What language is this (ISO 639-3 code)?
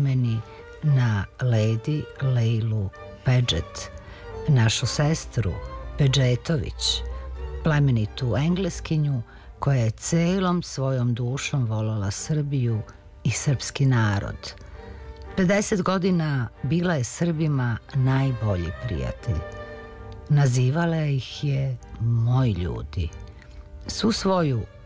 srp